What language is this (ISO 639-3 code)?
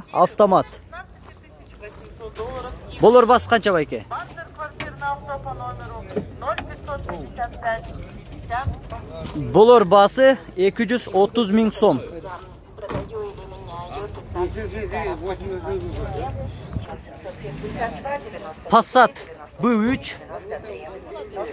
kir